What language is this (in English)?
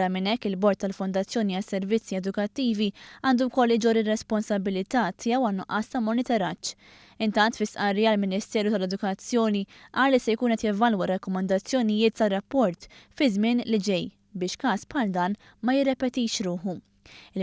Maltese